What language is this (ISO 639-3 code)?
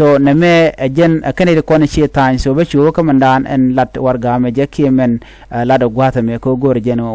nus